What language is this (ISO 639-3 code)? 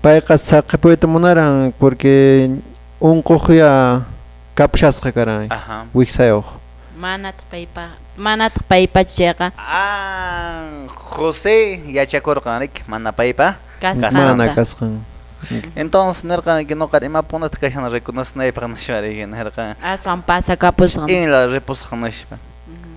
que